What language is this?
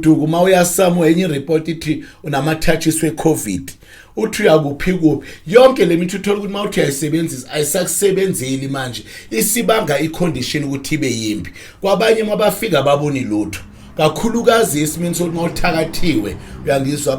Zulu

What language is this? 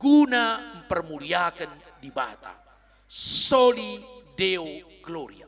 Batak Karo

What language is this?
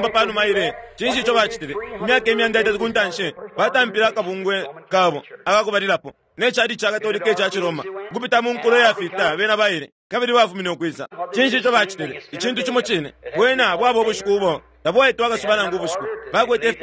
Bemba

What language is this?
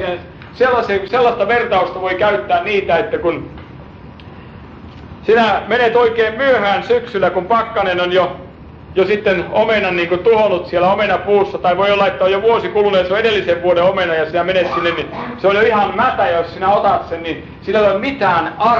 Finnish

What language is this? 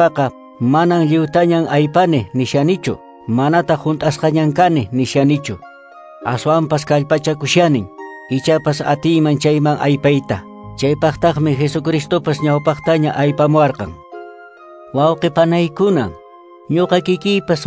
Quechua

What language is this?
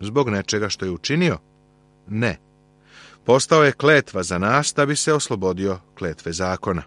Serbian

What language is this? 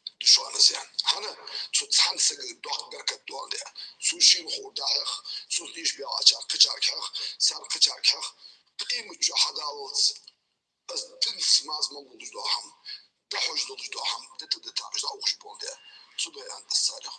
Ingush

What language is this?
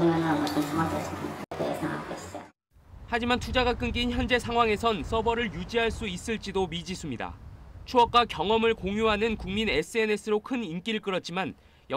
Korean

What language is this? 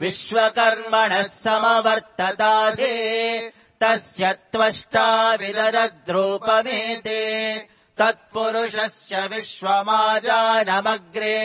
Sanskrit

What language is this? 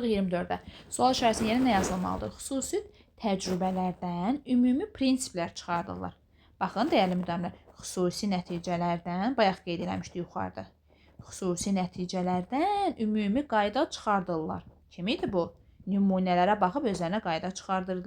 Azerbaijani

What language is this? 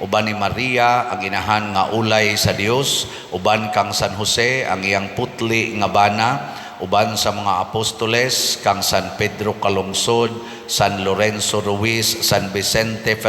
Cebuano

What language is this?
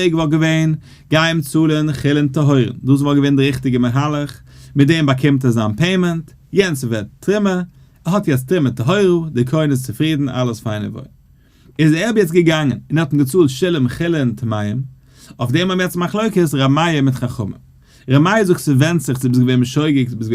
Yiddish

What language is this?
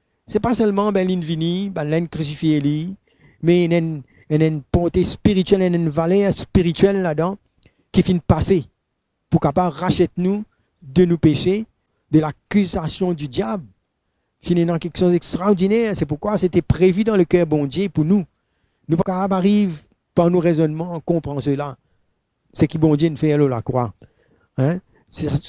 Morisyen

